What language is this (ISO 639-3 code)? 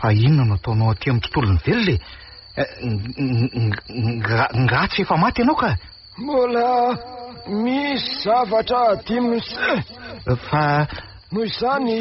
mlg